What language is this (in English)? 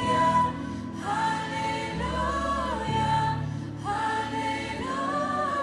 Plautdietsch